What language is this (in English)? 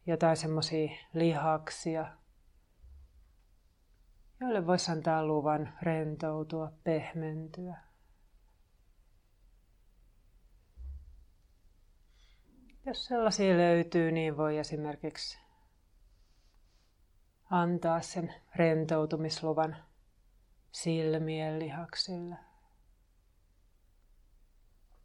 Finnish